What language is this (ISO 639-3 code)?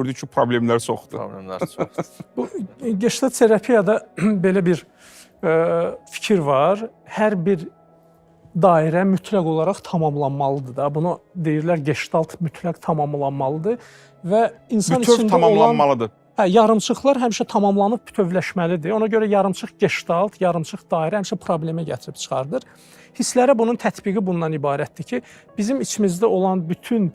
aze